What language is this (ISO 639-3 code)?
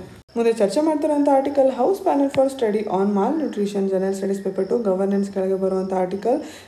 kan